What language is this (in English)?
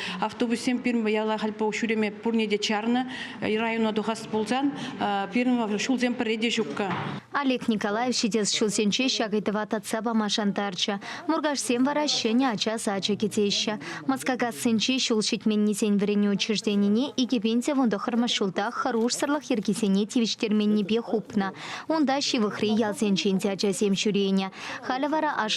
Chuvash